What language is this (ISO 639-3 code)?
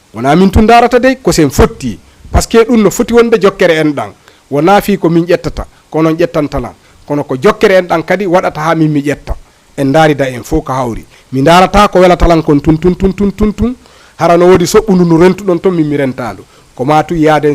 ful